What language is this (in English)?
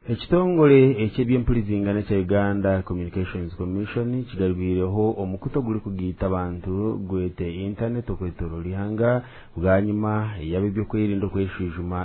Nyankole